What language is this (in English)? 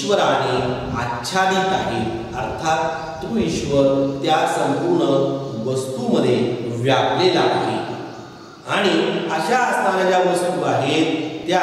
Marathi